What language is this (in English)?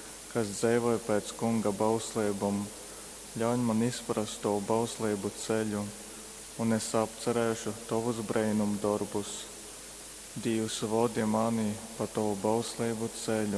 Latgalian